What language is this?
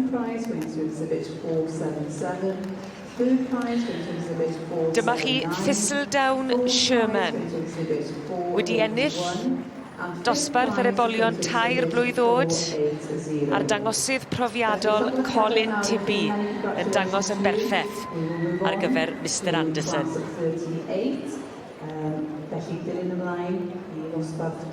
Welsh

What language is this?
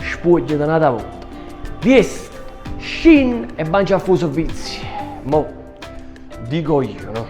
Neapolitan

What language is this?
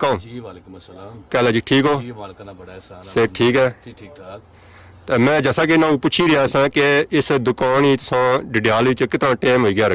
Pahari-Potwari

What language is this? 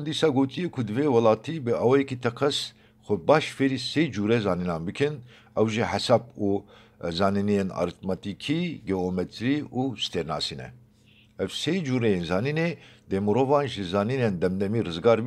Kurdish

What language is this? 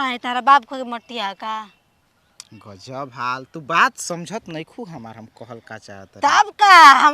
Bhojpuri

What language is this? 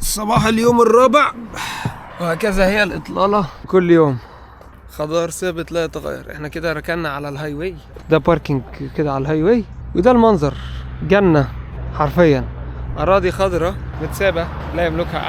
Egyptian Arabic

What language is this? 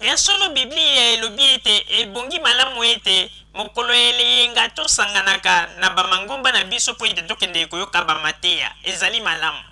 Lingala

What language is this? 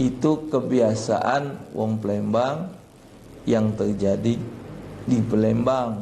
Musi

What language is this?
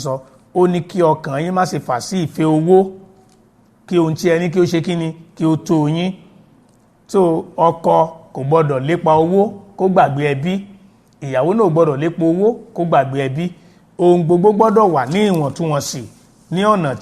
Yoruba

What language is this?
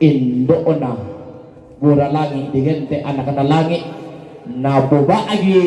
Toraja-Sa'dan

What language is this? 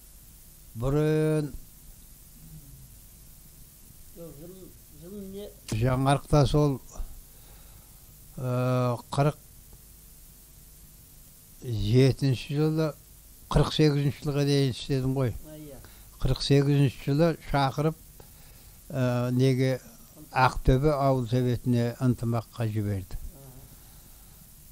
Kazakh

